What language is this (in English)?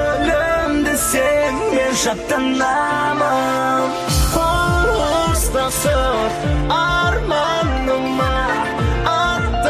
Kazakh